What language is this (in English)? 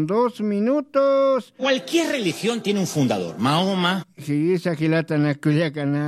Aymara